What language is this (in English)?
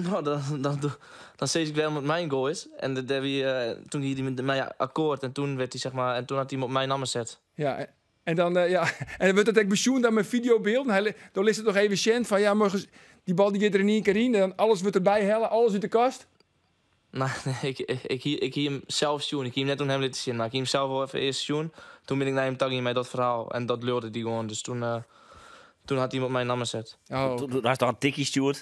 Western Frisian